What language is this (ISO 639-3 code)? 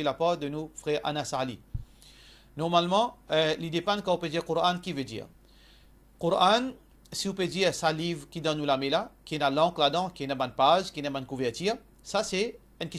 mfe